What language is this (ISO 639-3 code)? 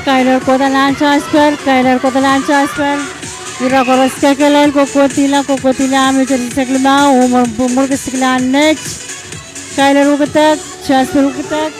pon